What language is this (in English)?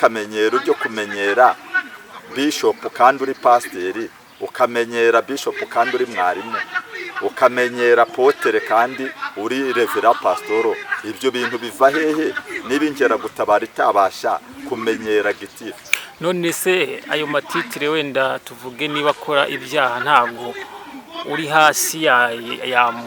Kinyarwanda